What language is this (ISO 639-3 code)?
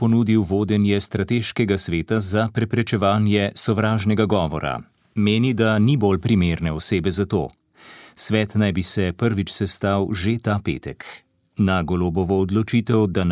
slv